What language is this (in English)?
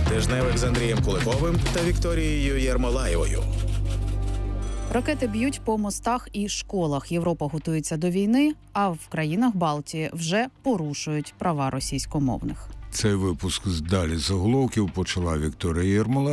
Ukrainian